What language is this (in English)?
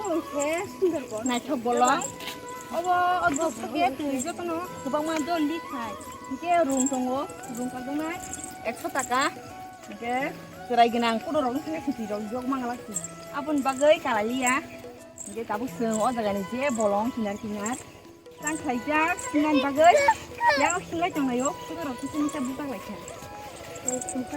Kok Borok